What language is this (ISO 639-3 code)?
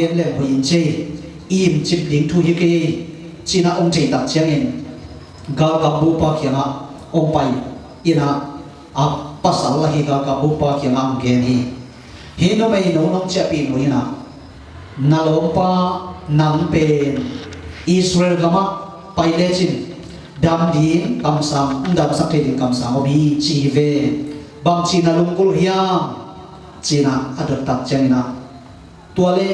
ctd